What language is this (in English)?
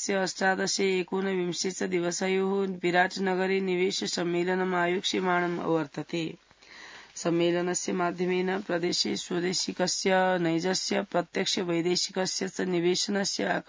Sanskrit